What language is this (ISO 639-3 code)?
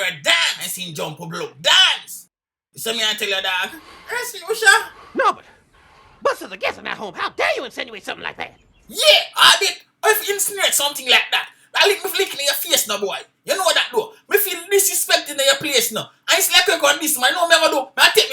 jam